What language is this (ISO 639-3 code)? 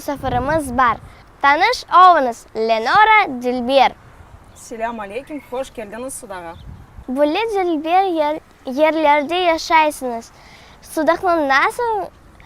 crh